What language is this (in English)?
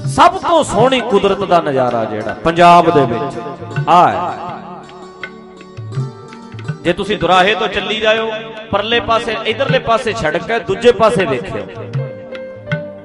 Punjabi